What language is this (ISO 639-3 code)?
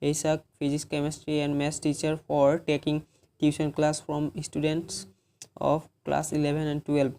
asm